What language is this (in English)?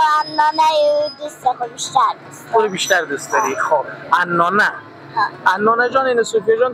Persian